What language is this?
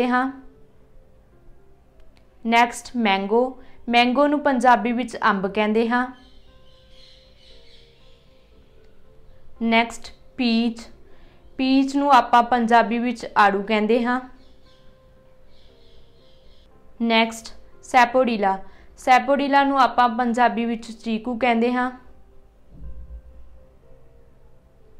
Punjabi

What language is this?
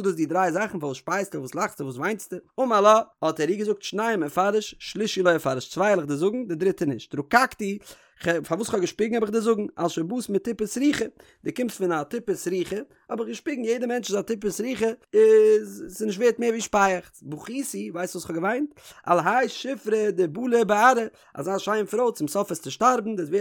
Yiddish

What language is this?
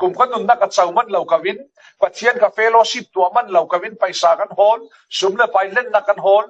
Falam Chin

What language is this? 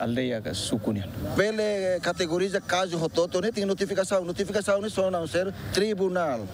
Tetum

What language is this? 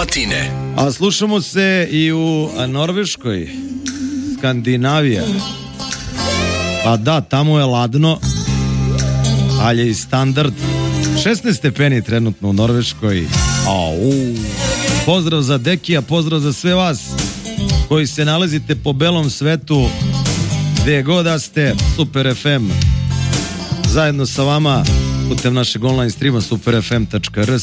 Serbian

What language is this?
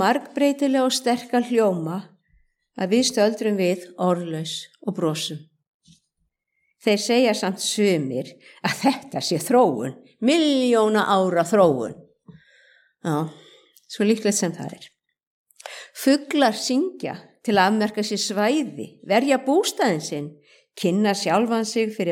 Icelandic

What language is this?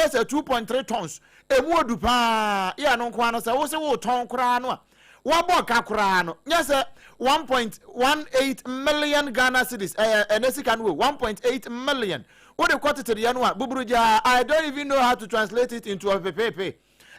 Akan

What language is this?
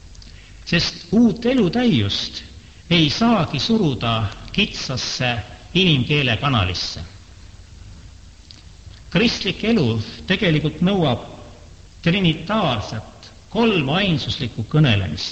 Estonian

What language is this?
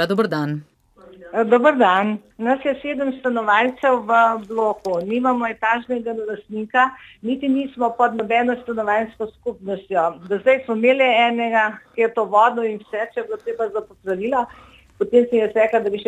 Slovenian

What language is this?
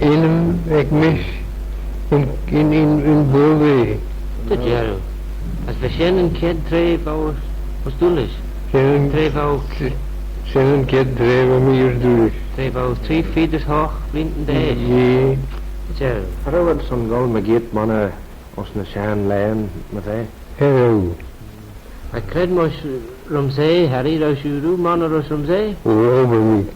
Manx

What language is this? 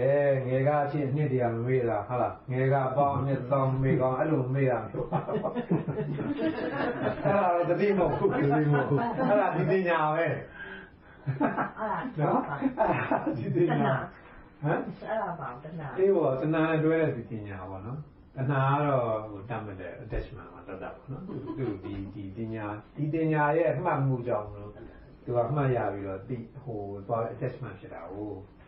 Burmese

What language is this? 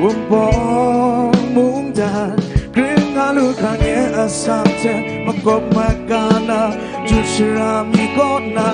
Kachin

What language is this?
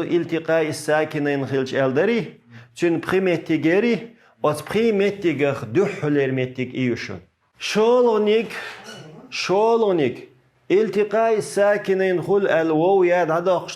Chechen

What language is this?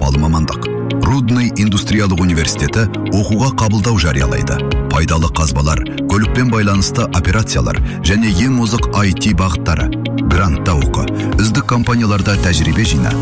Kazakh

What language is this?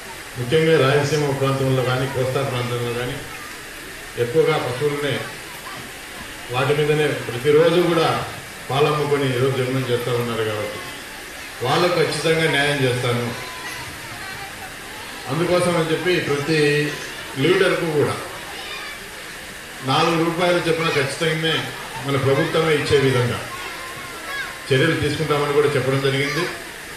Telugu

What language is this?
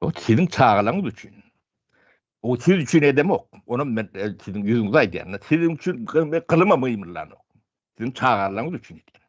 Turkmen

